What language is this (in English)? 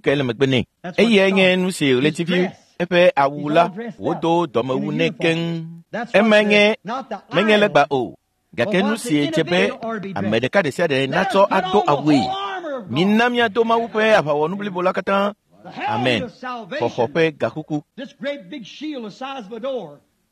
Ewe